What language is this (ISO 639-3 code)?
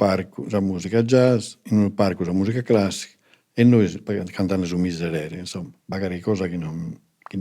srd